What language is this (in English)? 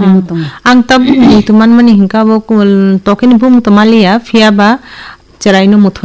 Kok Borok